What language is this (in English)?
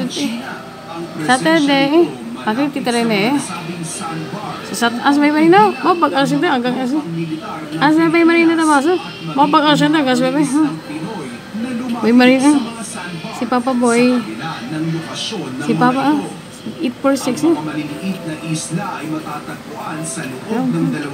Filipino